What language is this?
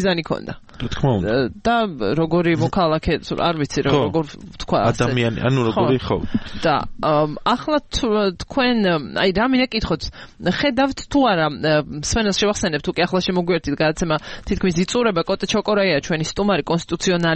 Georgian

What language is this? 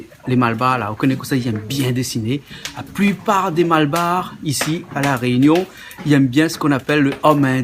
Réunion Creole French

